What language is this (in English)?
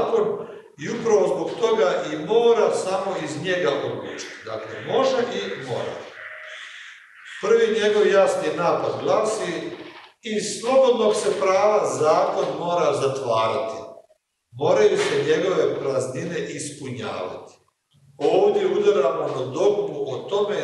Croatian